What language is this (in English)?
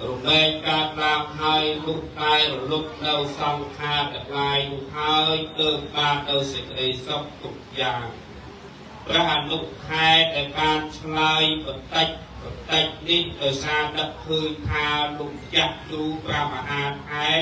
Khmer